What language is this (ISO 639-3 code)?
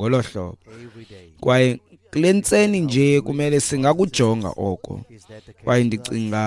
xho